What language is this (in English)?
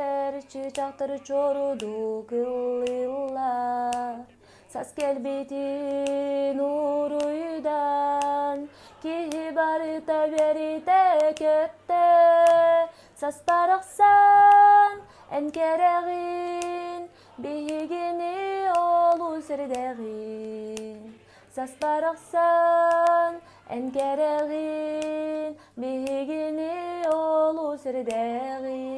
Yakut